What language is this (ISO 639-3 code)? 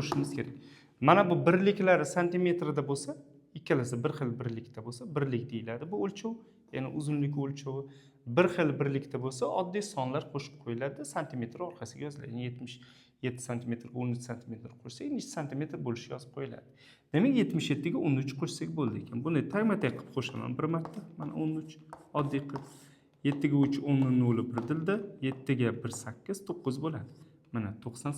uzb